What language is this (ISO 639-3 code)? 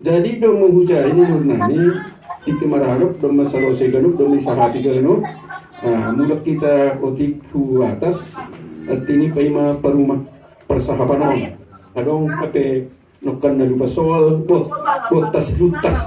bts